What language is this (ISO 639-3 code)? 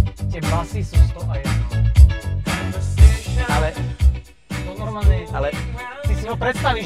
slk